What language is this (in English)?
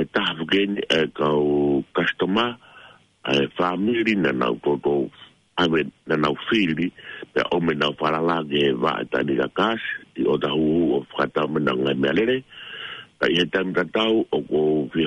Tongan